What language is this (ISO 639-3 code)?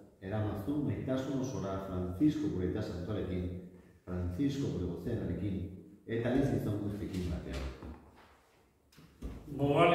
eus